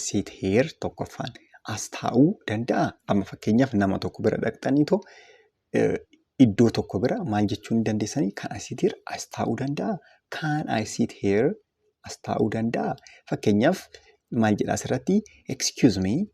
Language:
Oromo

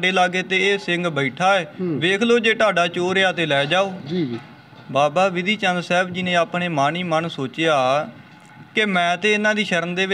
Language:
Punjabi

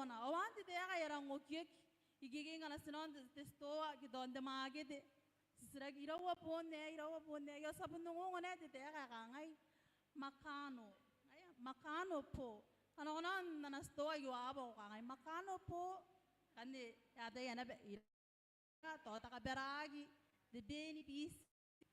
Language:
Gilbertese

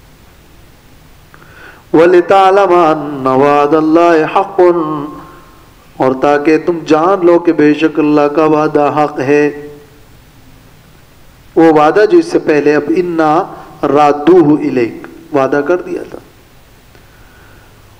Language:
Urdu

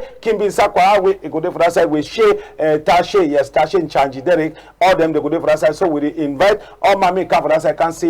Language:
Cameroon Pidgin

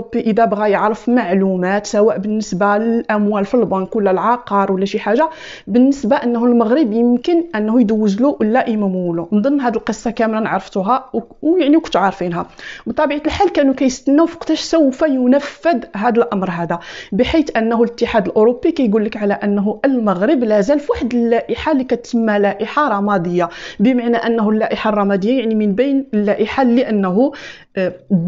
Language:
Moroccan Arabic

